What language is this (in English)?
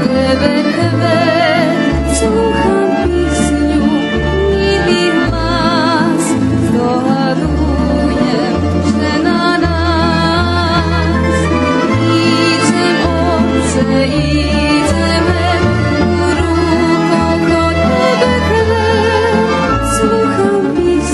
Rusyn